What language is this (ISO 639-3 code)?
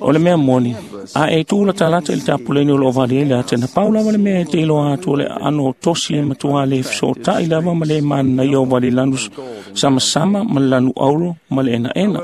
smo